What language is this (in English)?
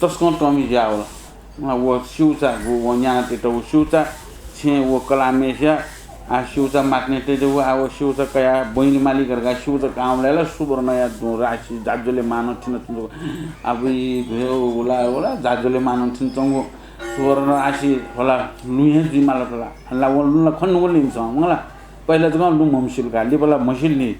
Newari